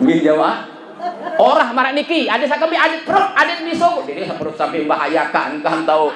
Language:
Sasak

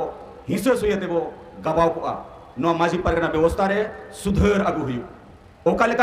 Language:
Santali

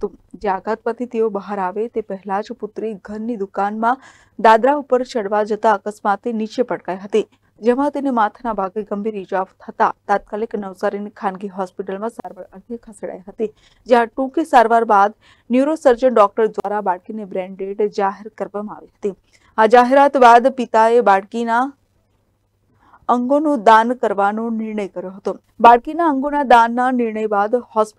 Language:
Gujarati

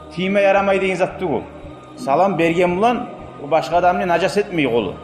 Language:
Kumyk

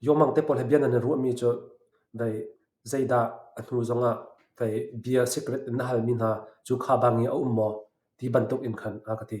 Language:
Hakha Chin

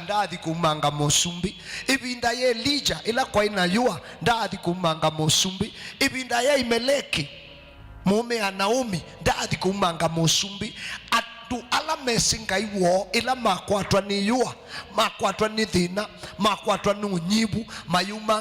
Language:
Kamba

